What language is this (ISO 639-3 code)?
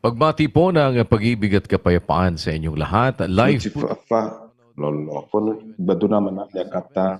ewe